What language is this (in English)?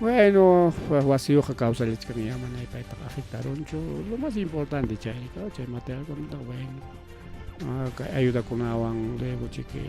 Ayacucho Quechua